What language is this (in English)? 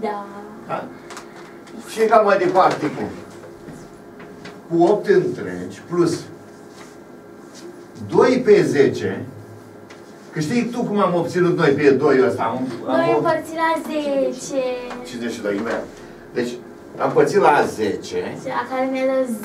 Romanian